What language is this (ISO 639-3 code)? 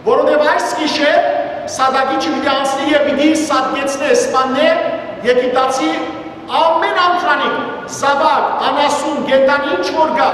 hyw